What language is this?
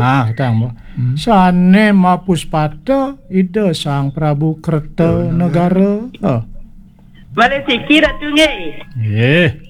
Balinese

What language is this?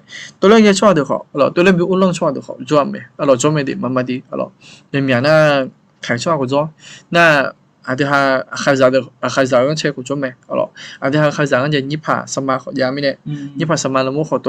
Akha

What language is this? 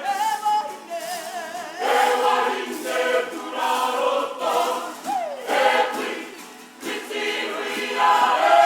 Māori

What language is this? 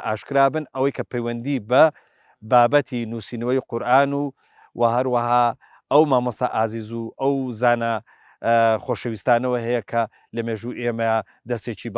Central Kurdish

